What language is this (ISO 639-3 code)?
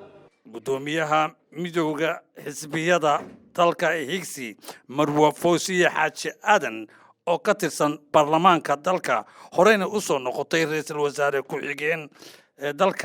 som